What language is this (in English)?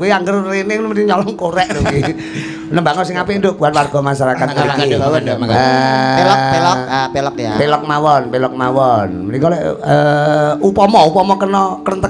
Javanese